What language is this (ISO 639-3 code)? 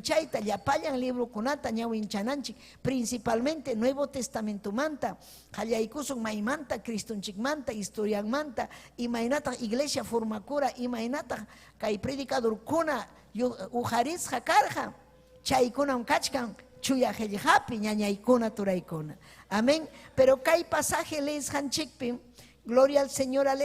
quy